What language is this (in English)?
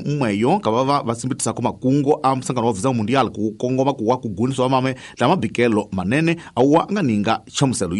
Tsonga